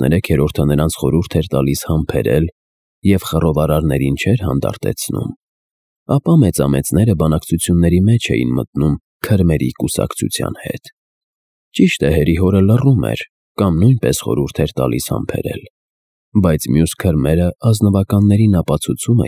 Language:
Armenian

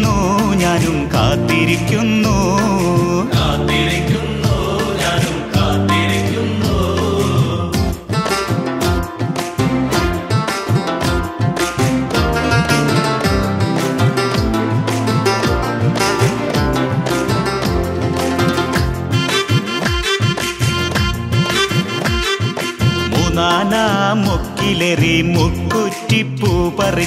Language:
Malayalam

